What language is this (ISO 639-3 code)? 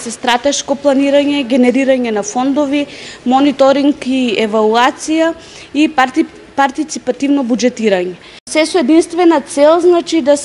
mkd